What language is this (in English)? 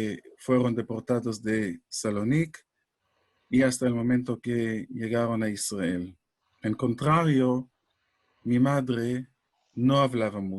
Ladino